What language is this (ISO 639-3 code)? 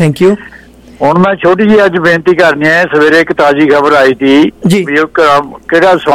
pan